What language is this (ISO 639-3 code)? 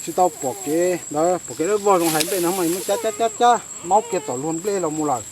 hmn